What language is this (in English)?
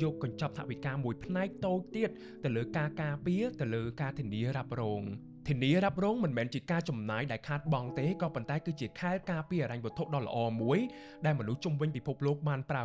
Khmer